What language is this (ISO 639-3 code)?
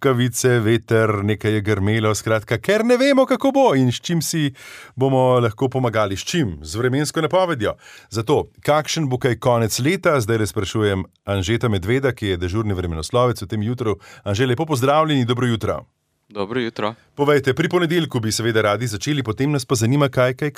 slv